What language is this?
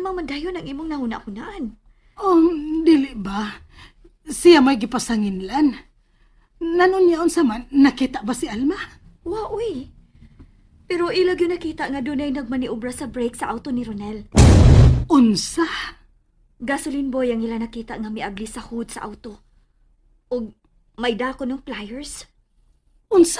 Cebuano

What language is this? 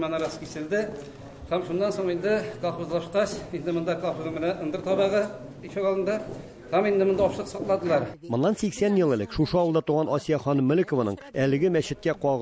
Tatar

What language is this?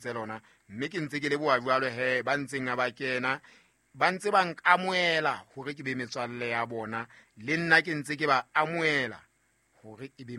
Southern Sotho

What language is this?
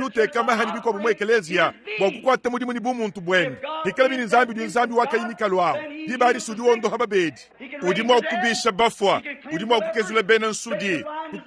Luba-Lulua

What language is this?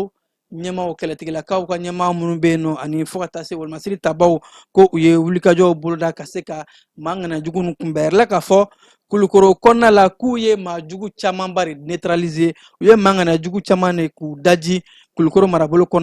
Bambara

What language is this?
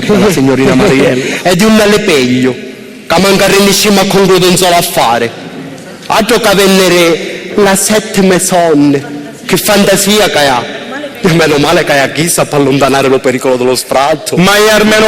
Sicilian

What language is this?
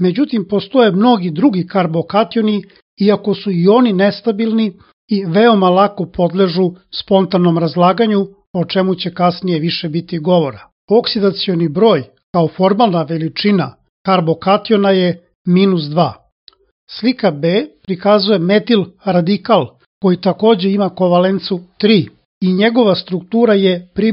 Serbian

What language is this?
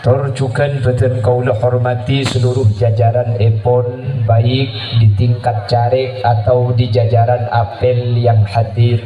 Madurese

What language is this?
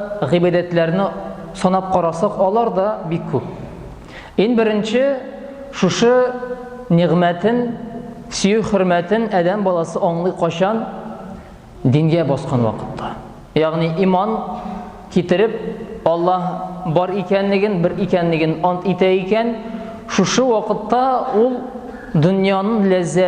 Tatar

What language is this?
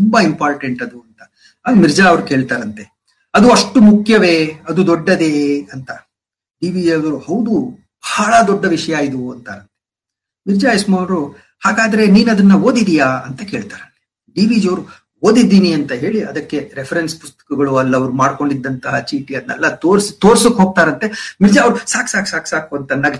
Kannada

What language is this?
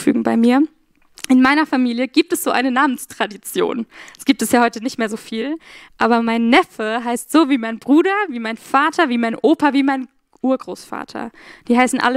Swiss German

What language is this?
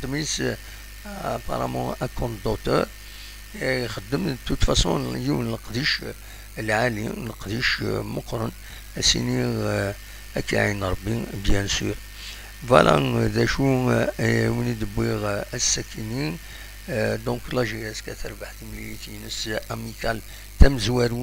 Kabyle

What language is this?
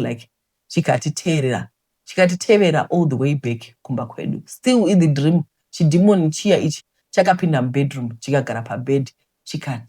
Shona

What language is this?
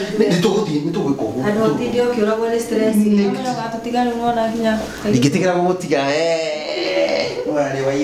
Kikuyu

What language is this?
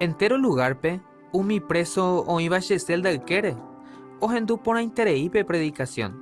Guarani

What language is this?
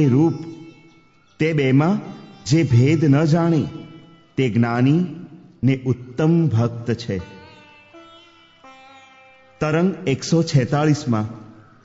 Gujarati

